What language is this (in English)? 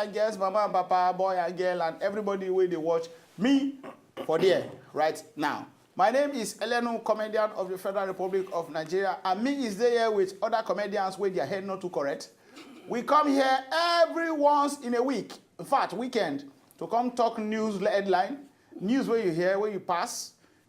Nigerian Pidgin